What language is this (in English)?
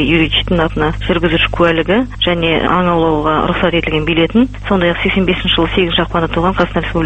Kazakh